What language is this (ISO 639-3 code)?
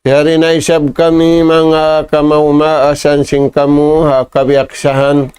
tsg